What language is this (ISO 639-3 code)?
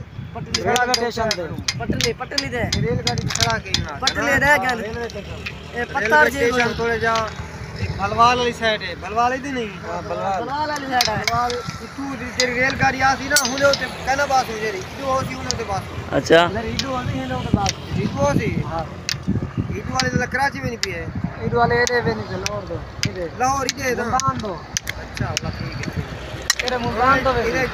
skr